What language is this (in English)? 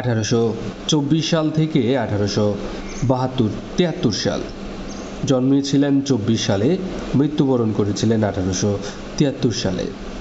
Bangla